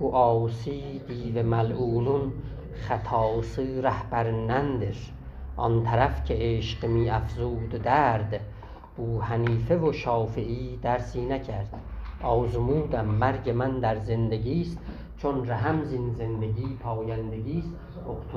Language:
South Azerbaijani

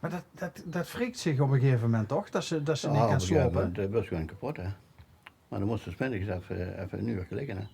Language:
Limburgish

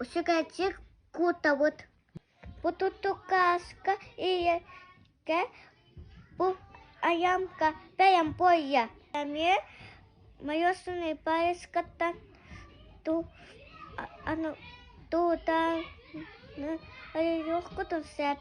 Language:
Yakut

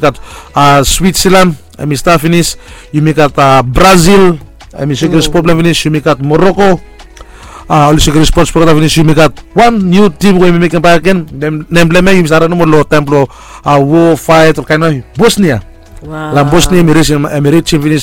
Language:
Bislama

